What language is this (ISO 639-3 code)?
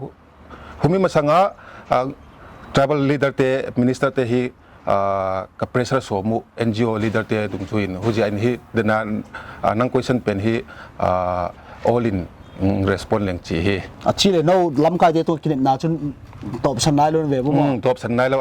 pck